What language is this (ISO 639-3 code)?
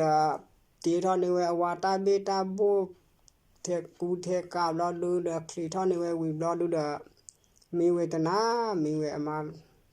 ksw